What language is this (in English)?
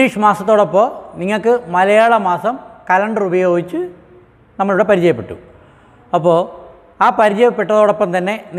Malayalam